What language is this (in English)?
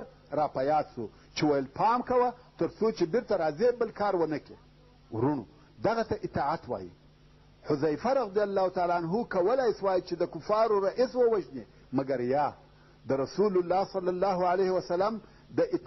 Pashto